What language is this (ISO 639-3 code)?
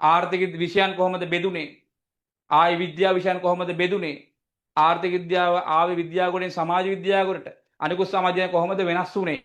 sin